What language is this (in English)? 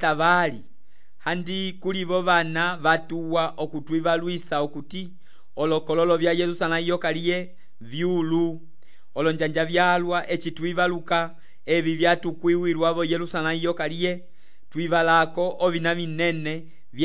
Umbundu